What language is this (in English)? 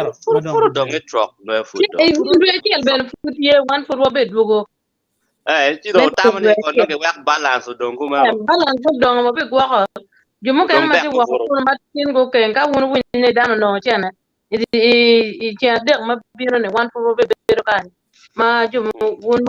Acoli